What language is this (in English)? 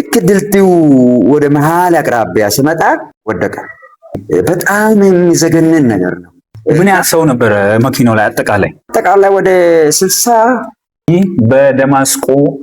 Amharic